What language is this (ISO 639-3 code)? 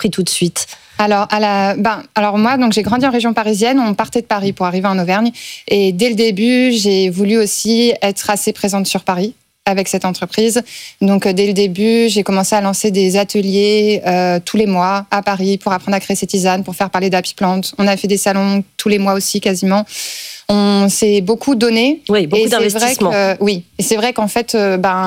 fra